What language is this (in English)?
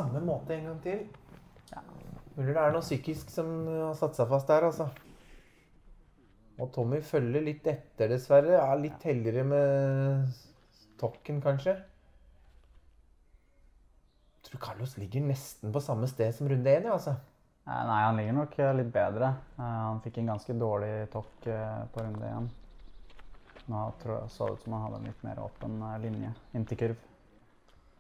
Norwegian